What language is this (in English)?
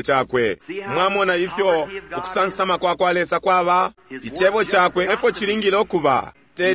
Bemba